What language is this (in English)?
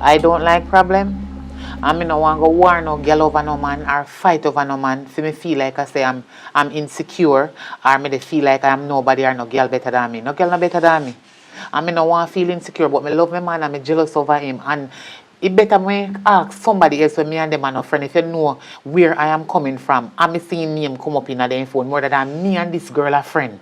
Jamaican Creole English